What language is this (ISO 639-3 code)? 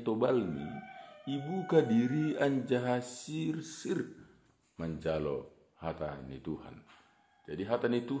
bts